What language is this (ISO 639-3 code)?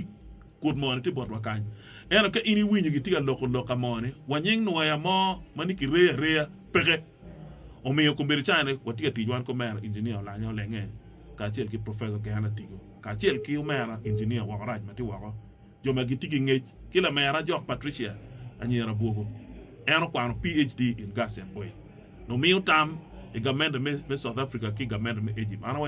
ach